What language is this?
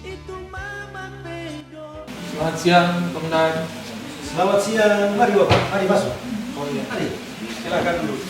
Manado Malay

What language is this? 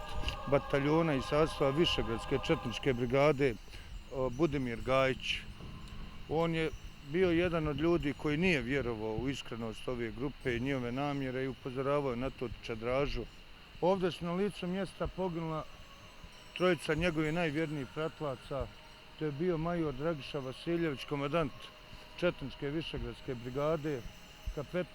Bosnian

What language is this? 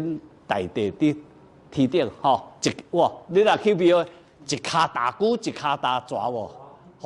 Min Nan Chinese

